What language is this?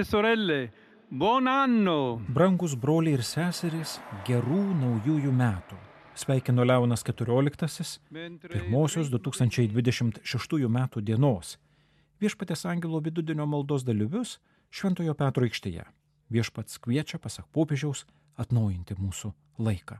Lithuanian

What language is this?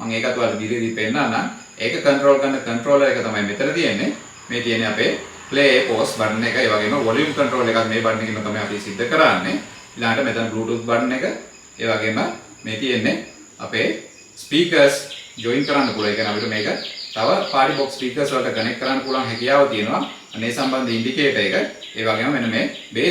Sinhala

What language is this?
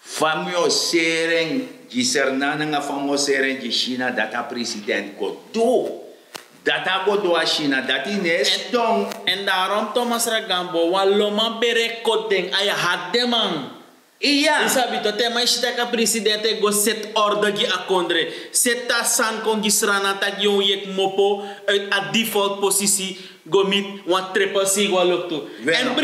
Sranan Tongo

